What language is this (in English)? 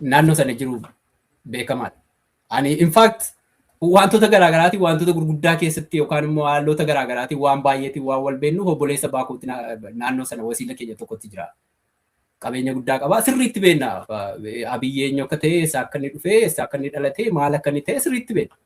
Oromo